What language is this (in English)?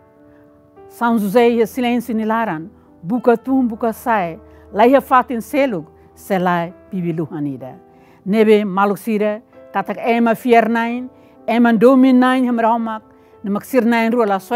Tetum